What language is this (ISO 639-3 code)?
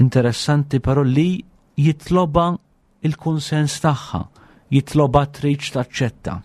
mlt